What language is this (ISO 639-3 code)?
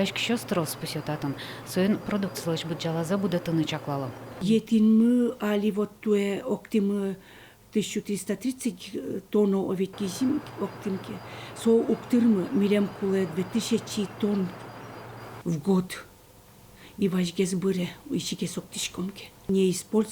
udm